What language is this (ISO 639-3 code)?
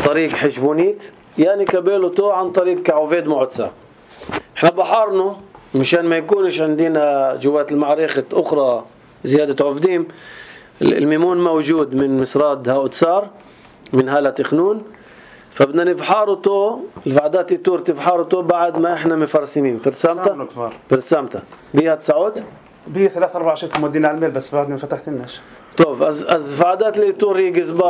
apc